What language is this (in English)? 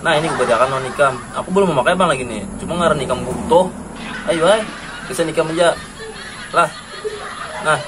Banjar